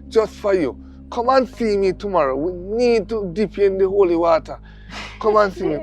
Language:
Jamaican Creole English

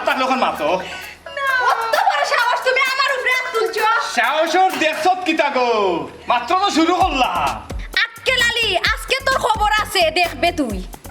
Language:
Sylheti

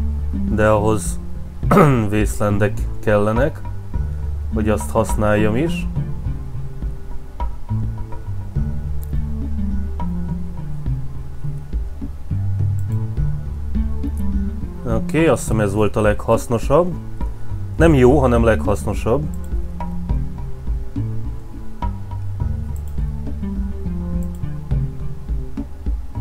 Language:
Hungarian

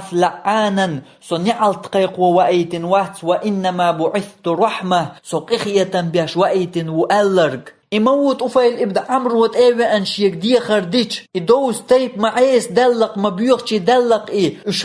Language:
Chechen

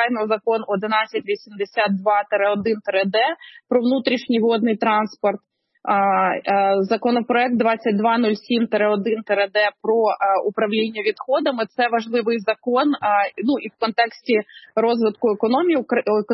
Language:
Ukrainian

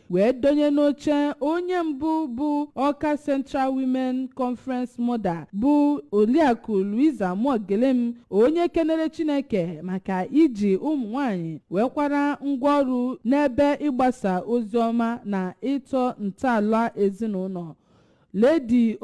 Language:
Igbo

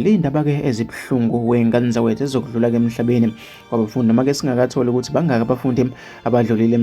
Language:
Zulu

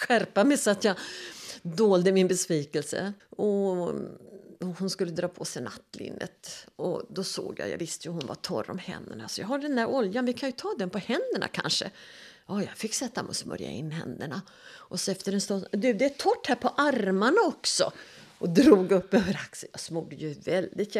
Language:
Swedish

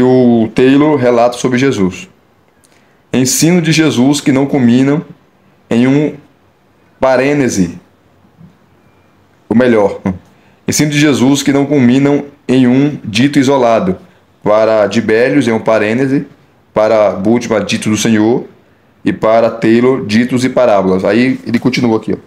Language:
Portuguese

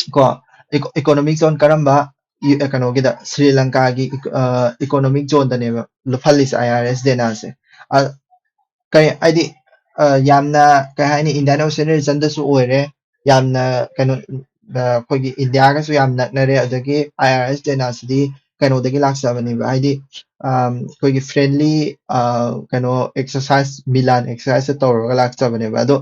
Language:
Manipuri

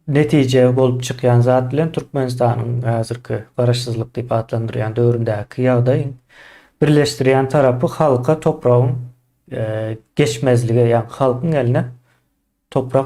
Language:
Turkmen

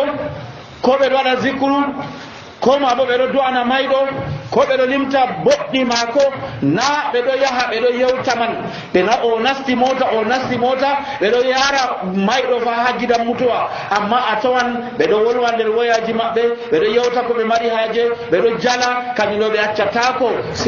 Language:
Nigerian Fulfulde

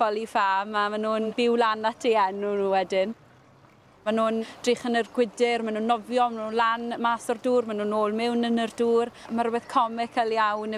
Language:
Welsh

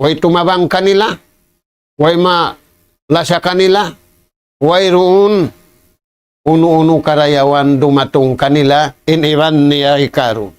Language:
Tausug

